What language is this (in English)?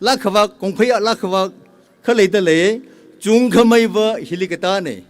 Tangkhul Naga (India)